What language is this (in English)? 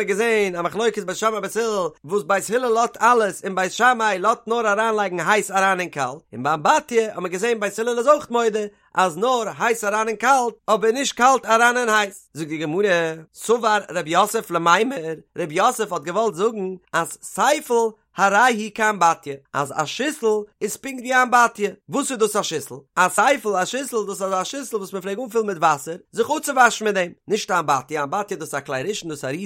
Yiddish